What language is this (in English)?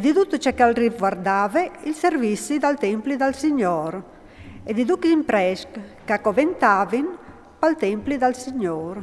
Friulian